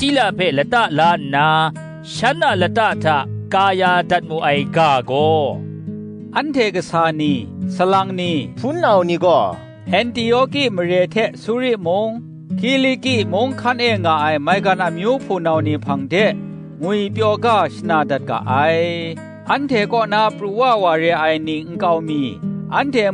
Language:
Kachin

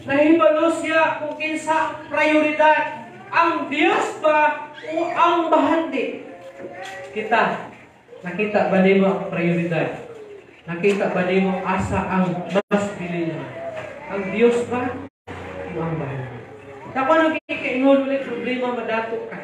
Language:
Cebuano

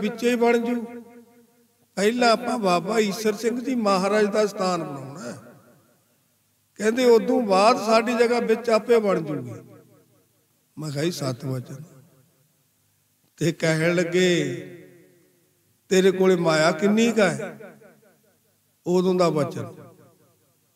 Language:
Punjabi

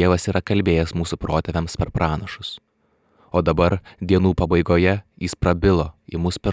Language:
Lithuanian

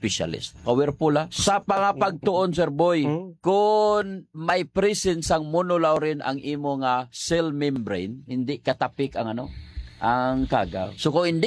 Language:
Hiligaynon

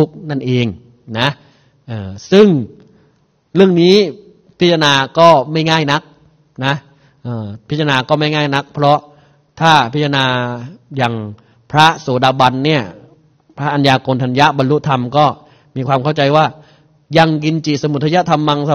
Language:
Thai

